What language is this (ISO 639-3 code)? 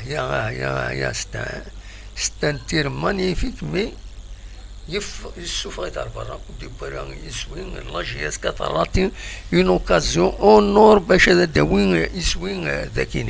kab